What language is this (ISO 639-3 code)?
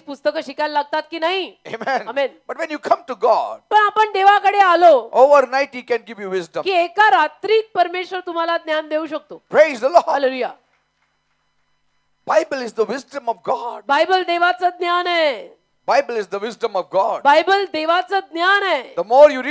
mar